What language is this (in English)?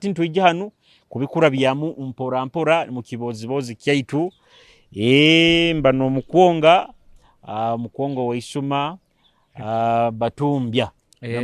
Nyoro